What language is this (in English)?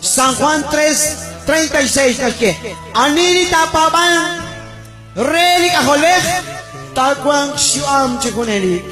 Kekchí